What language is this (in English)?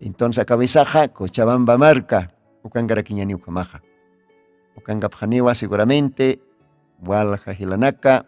Aymara